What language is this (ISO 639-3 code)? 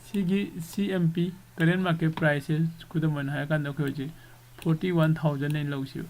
mni